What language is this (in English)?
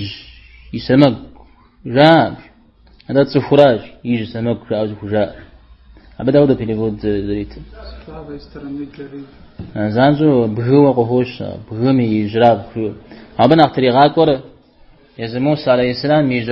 Kabardian